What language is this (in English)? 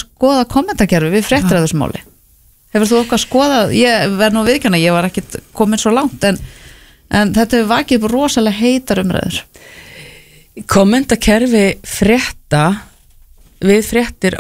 Icelandic